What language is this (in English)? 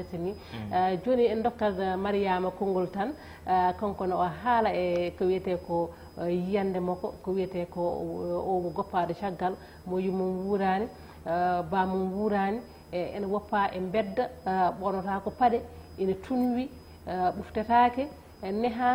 Fula